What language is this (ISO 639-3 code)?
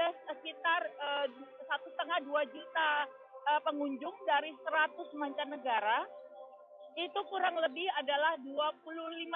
ind